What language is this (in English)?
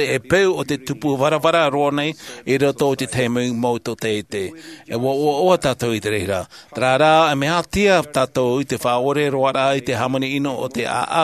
Tahitian